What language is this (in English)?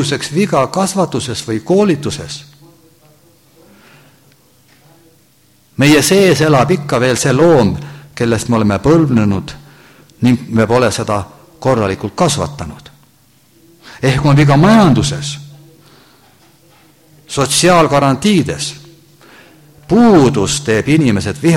Estonian